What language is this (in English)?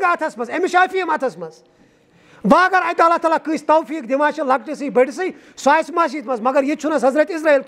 Kashmiri